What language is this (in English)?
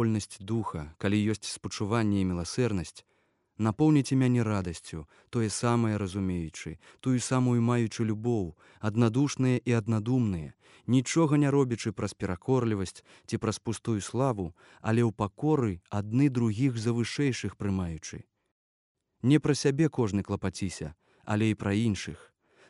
Belarusian